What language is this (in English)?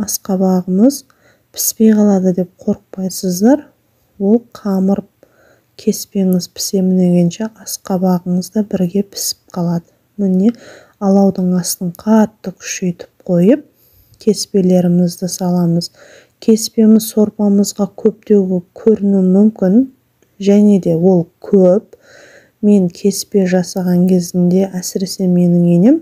Kazakh